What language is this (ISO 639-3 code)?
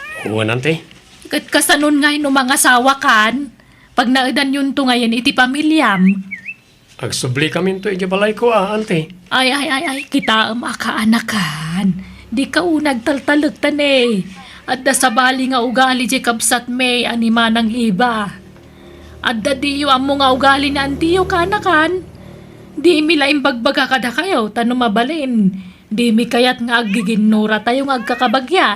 ilo